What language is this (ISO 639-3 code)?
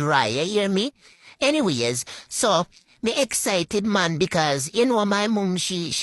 jam